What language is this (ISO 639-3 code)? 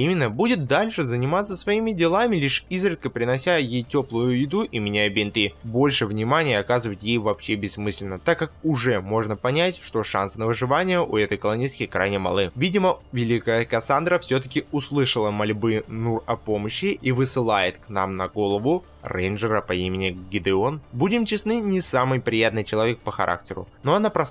rus